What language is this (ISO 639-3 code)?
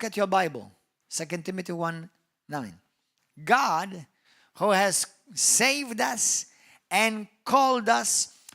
eng